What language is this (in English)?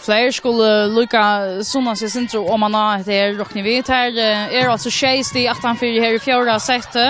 Faroese